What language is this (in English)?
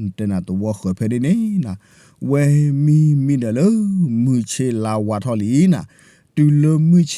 S'gaw Karen